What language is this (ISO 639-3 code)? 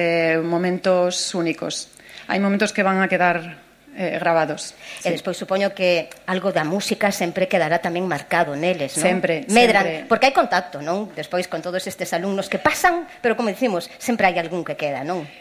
glg